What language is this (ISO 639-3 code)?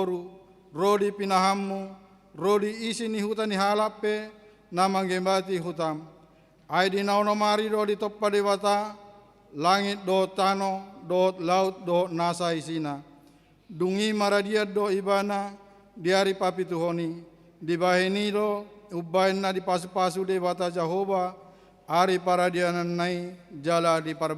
bbc